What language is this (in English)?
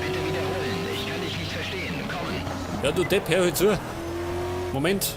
Bavarian